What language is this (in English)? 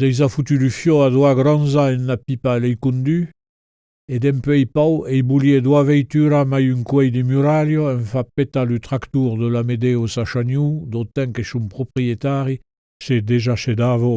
Occitan